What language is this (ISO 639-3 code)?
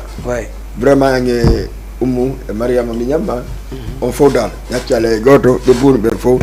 ful